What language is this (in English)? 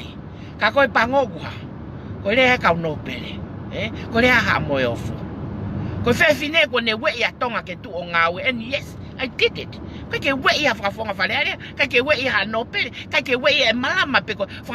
Tongan